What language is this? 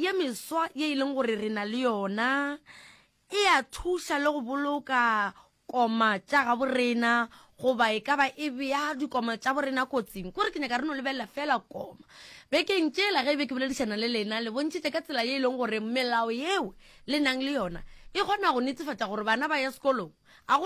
Northern Sotho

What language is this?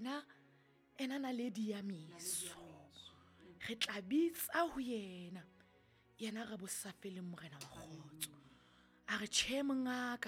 Southern Sotho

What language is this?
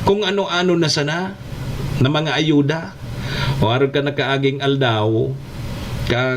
Bikol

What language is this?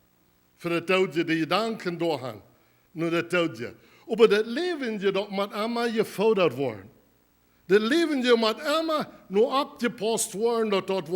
Plautdietsch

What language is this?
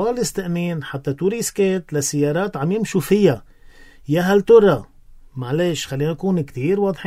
North Levantine Arabic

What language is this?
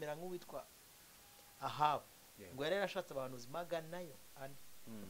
Kinyarwanda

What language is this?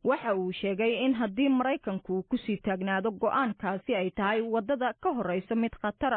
Somali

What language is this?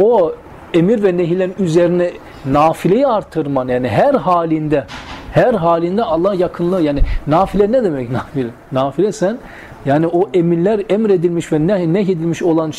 Turkish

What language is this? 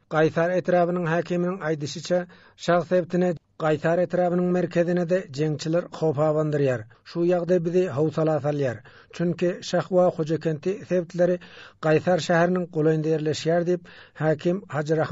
Turkmen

